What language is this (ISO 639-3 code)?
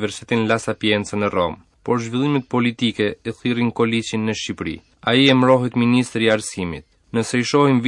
sqi